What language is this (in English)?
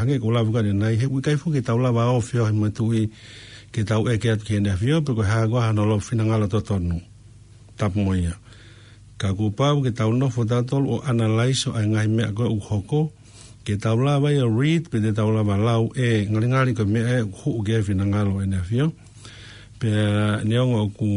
Tongan